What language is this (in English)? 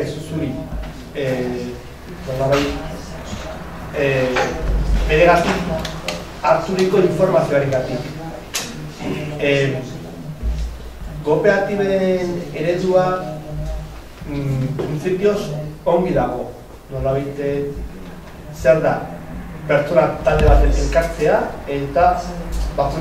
Basque